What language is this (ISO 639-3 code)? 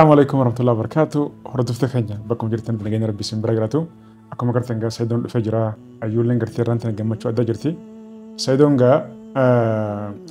orm